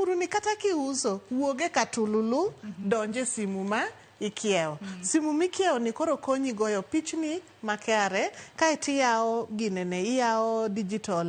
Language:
Luo (Kenya and Tanzania)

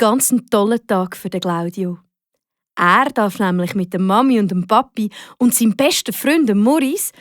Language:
Swiss German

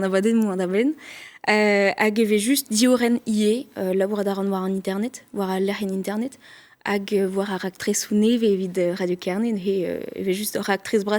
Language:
Breton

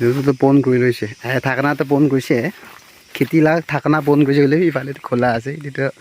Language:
Naga Pidgin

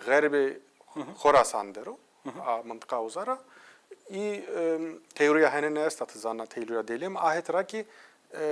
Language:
Zaza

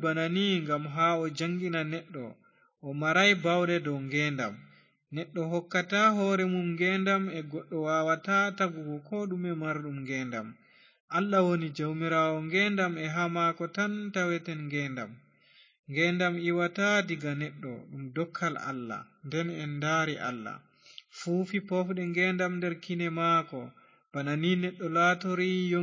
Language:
Fula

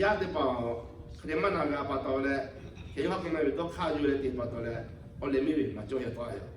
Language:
Lahu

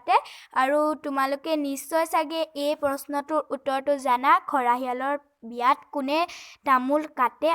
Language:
Assamese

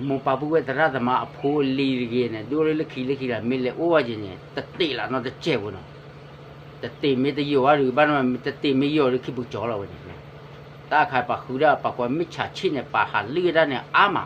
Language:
S'gaw Karen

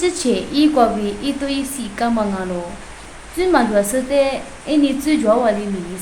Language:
Lisu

